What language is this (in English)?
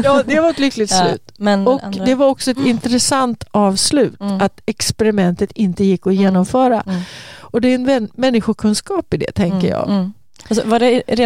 Swedish